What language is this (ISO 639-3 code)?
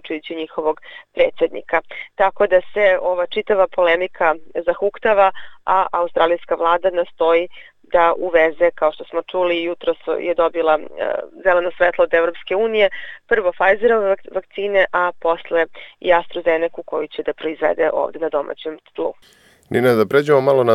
srp